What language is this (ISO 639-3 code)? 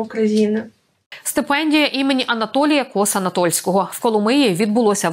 ukr